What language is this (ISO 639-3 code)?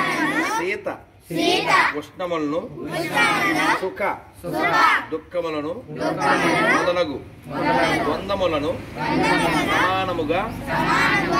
tel